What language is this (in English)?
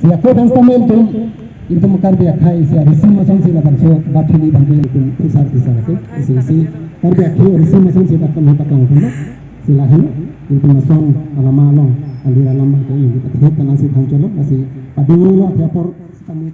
Karbi